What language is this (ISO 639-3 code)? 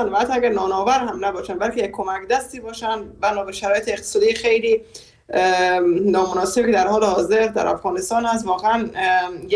fas